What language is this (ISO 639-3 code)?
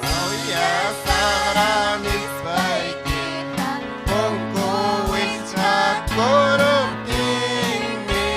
quy